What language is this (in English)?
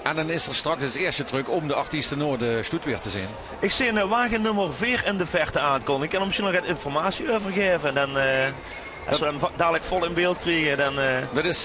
Limburgish